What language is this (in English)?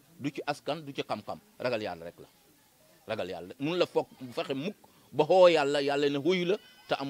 Wolof